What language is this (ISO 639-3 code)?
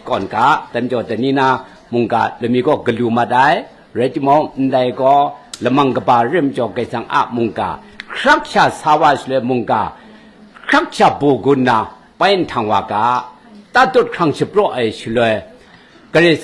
kac